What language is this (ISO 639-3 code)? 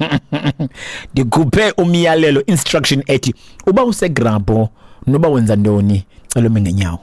xho